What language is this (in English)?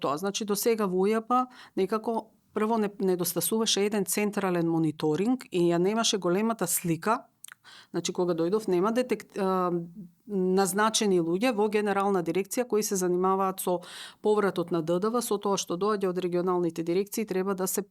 Macedonian